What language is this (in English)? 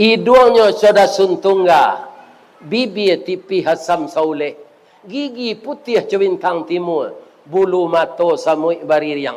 Minangkabau